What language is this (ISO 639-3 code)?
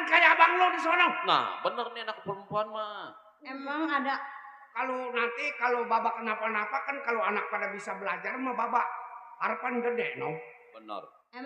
bew